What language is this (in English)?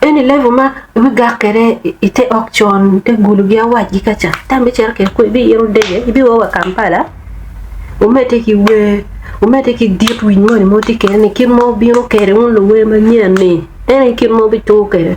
Acoli